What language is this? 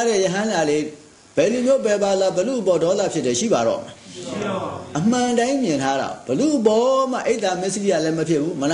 Burmese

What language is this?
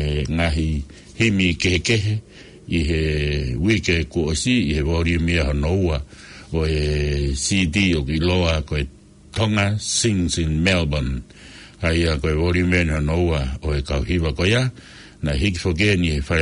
Tongan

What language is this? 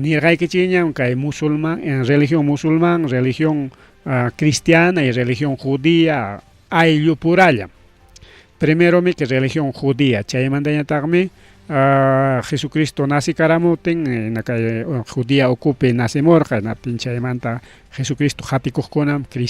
Ayacucho Quechua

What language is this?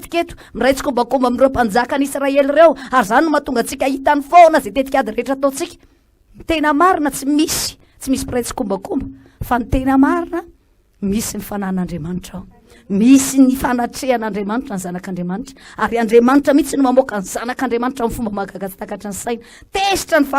Malagasy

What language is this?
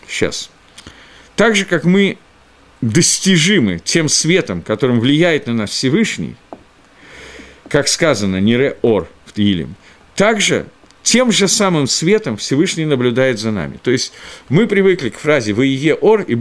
Russian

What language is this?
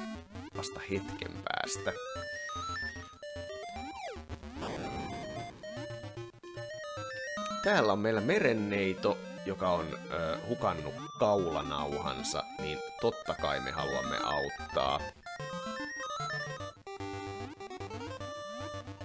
Finnish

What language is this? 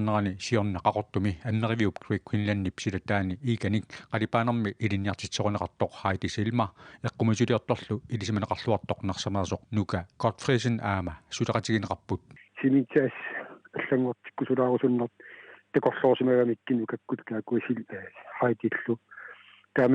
Kalaallisut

